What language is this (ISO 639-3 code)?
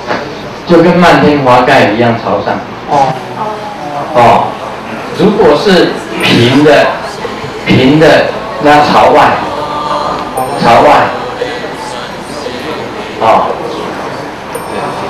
zho